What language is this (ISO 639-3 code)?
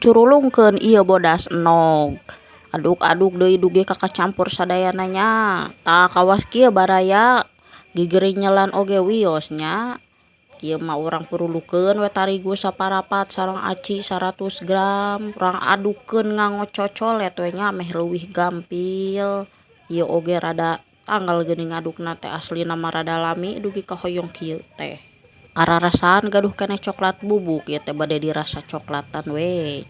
sun